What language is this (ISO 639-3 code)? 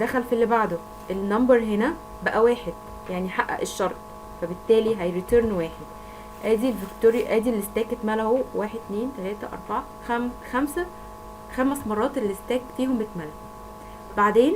arz